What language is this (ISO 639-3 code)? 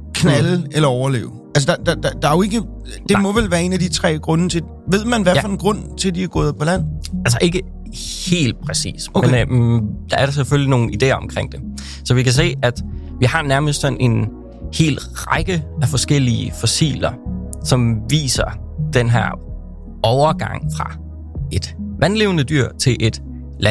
dan